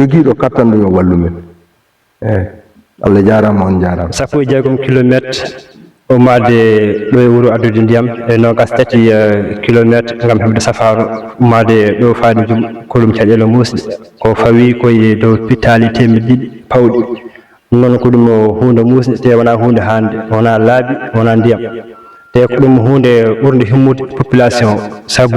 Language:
Fula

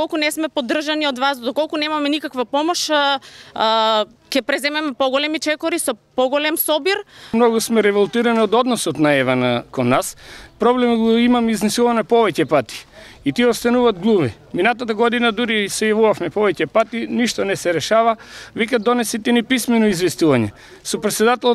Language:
Macedonian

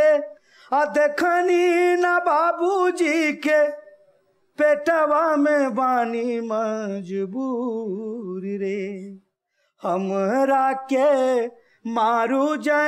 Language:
Bhojpuri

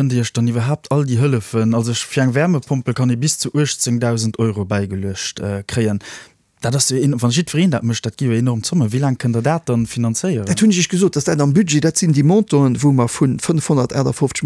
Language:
Luxembourgish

